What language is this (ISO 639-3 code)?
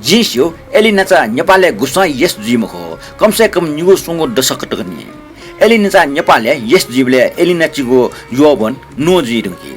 new